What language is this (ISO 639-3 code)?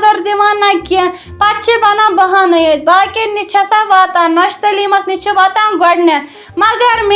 kas